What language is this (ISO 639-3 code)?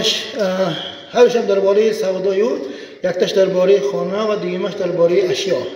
tgk